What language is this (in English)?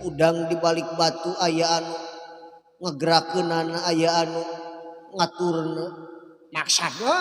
Sundanese